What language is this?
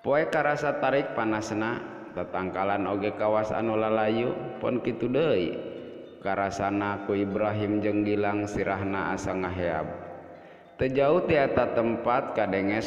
Sundanese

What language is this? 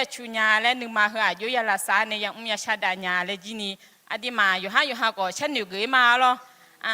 Akha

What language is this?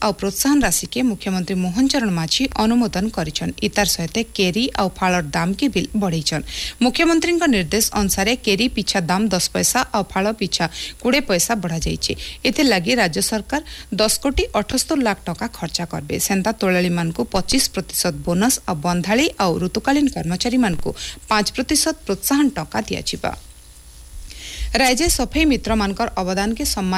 Odia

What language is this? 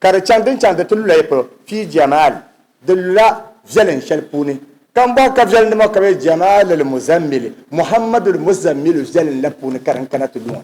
Dagbani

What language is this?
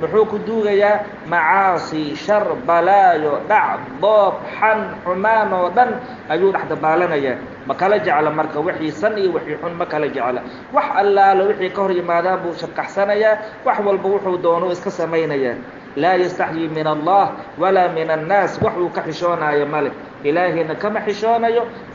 Somali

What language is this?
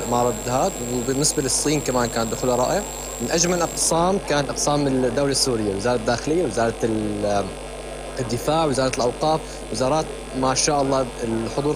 North Levantine Arabic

